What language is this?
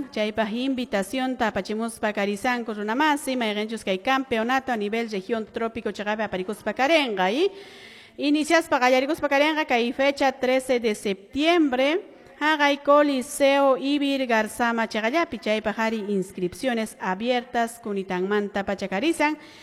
Quechua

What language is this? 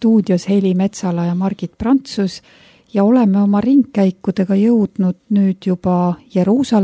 Estonian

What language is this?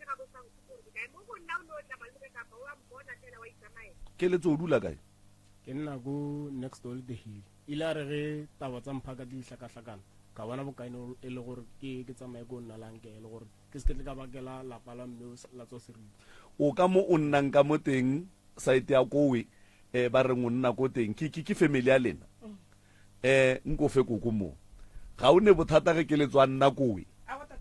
Northern Sotho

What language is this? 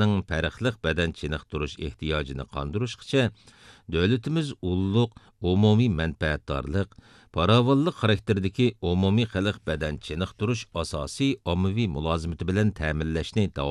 Uyghur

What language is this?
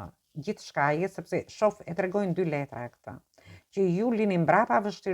Albanian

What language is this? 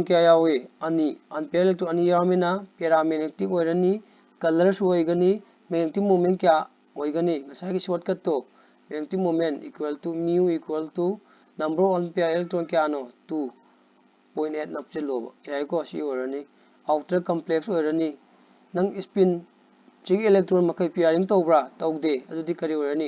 Manipuri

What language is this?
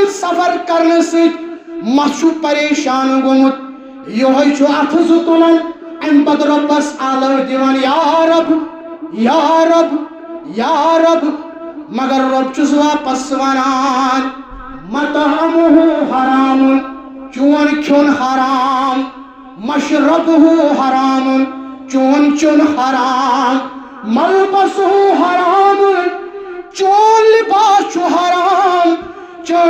Kashmiri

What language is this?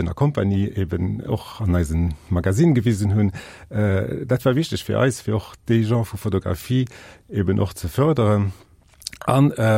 Luxembourgish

